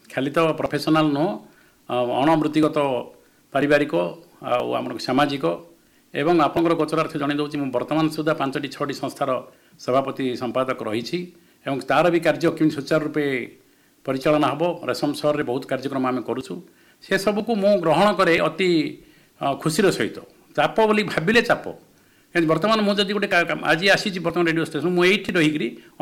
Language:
Odia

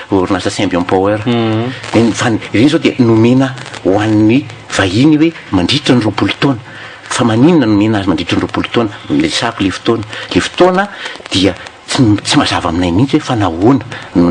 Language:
Malagasy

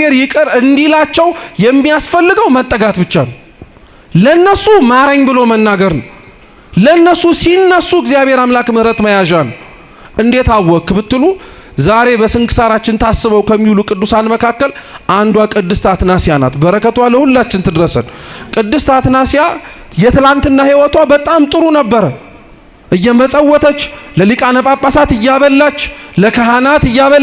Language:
Amharic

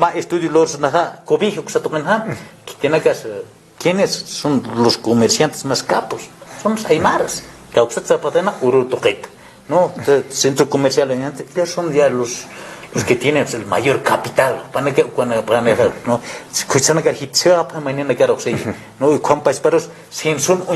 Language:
Aymara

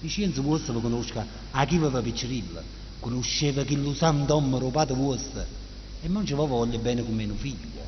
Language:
Neapolitan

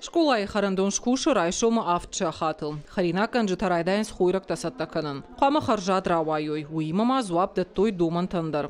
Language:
Ossetic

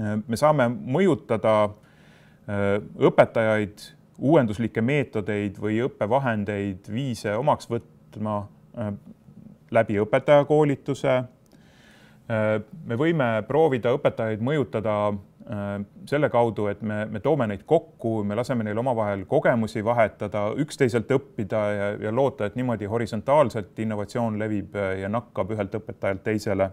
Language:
Estonian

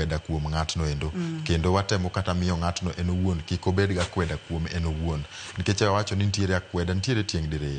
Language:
Luo (Kenya and Tanzania)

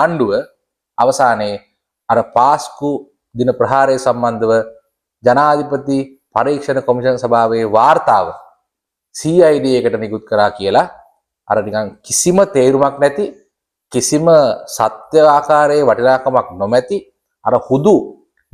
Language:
Sinhala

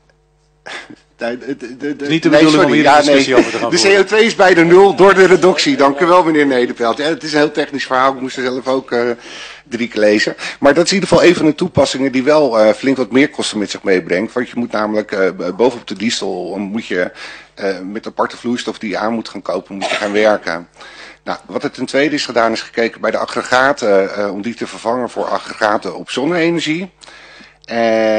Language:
Dutch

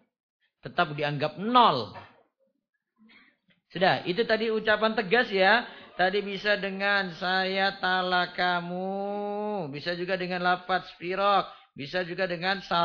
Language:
Indonesian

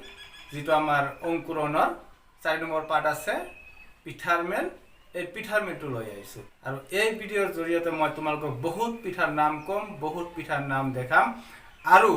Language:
Assamese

